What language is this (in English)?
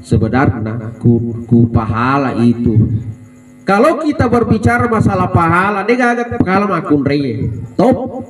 Buginese